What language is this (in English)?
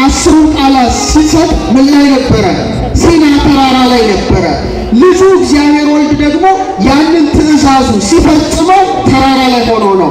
Amharic